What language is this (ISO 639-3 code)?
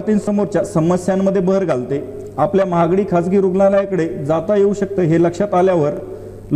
mar